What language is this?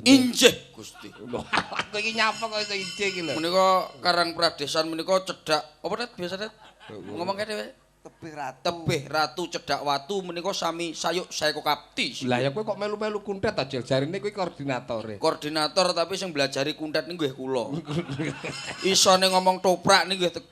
Javanese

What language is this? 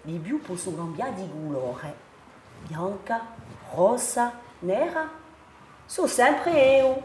Corsican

